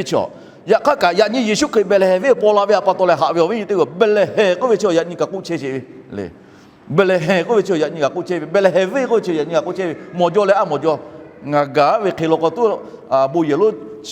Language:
Lahu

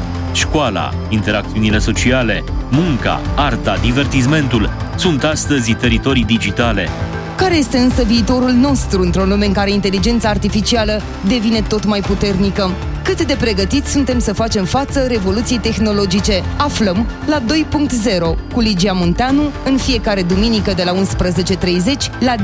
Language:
Romanian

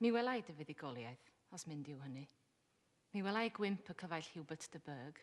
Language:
Welsh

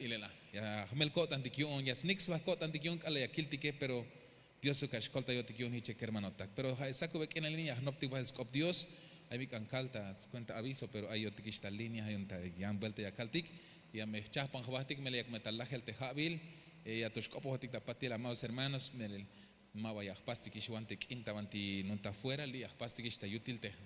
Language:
Tzeltal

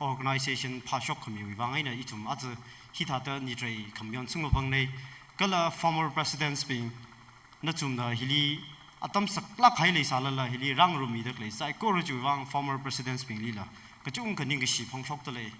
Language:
Tangkhul Naga (India)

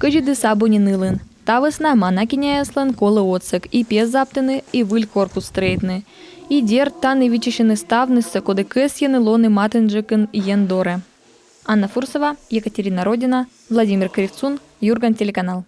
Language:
Komi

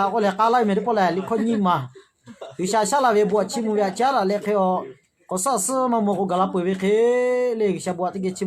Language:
Lahu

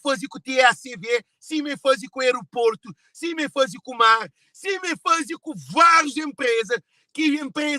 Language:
Kabuverdianu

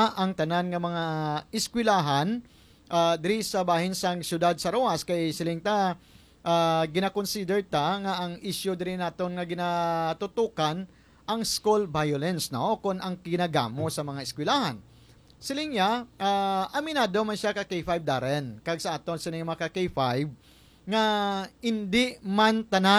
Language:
Hiligaynon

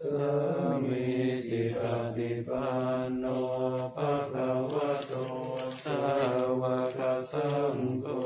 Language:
Pali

